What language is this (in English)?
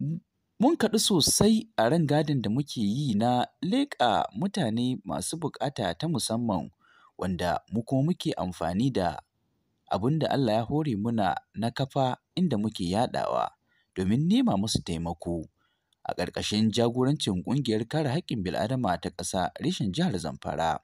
Hausa